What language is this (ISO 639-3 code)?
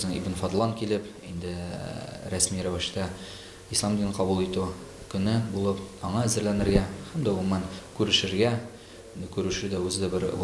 tat